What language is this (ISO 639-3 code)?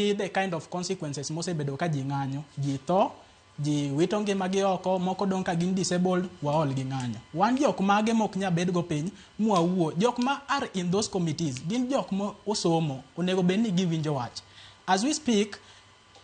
luo